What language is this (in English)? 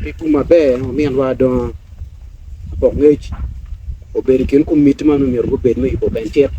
Acoli